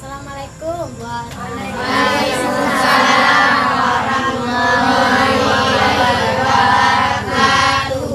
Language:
Achinese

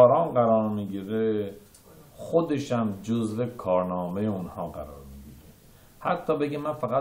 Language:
Persian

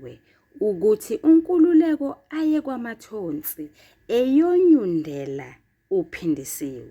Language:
Zulu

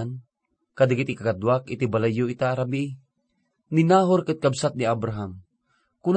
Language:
Iloko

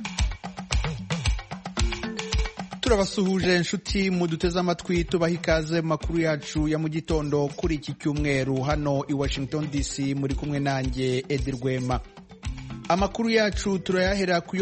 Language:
Kinyarwanda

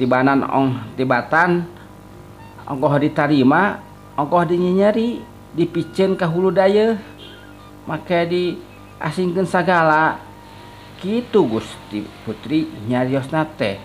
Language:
Sundanese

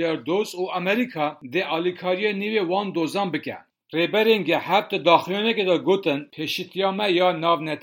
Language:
Kurdish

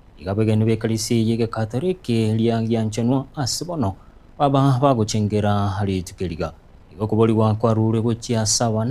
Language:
Gusii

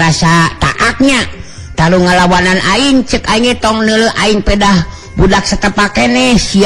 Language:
Sundanese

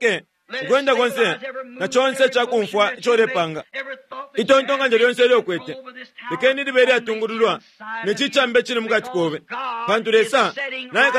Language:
Bemba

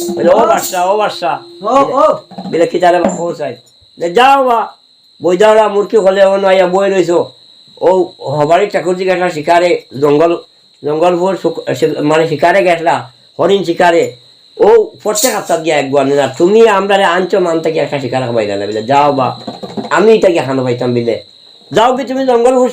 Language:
Sylheti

